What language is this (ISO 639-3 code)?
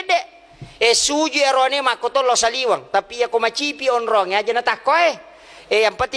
bug